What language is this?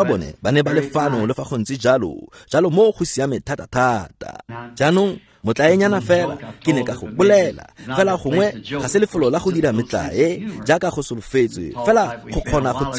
Tswana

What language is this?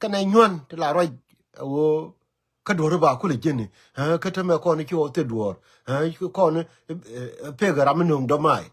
Nuer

